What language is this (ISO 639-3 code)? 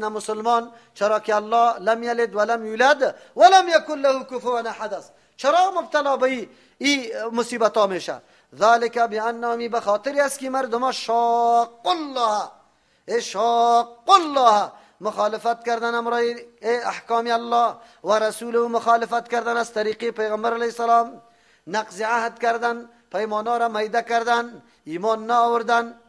fas